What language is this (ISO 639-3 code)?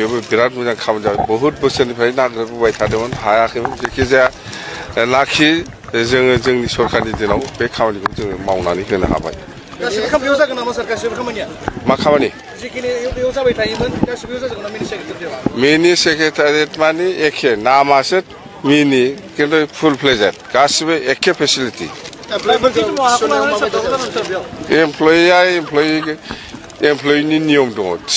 brx